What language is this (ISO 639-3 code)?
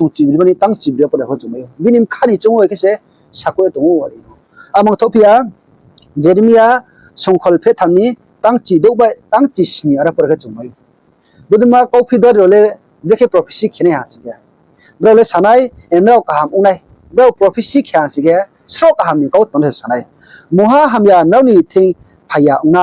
ria